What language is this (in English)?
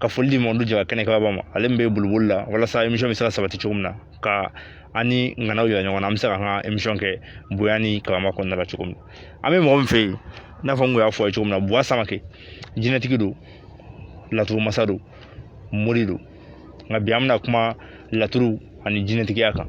Bambara